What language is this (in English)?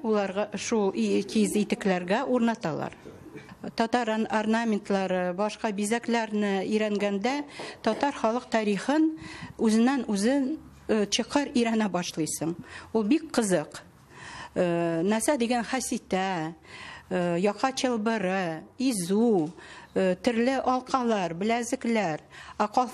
Tatar